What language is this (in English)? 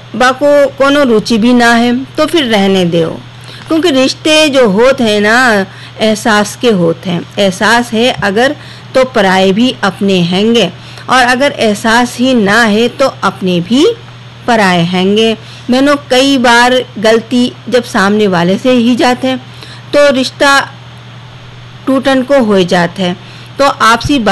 Hindi